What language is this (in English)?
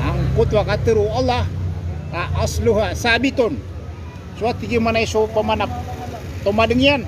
Maranao